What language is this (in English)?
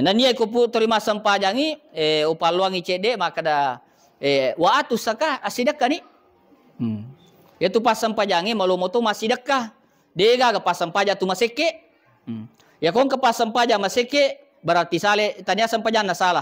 Buginese